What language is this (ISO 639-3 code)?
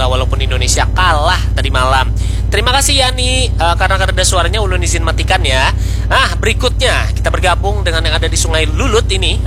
bjn